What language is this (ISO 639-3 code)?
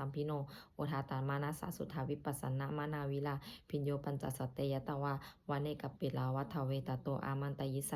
pli